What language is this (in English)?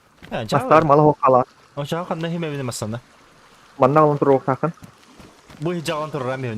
Yakut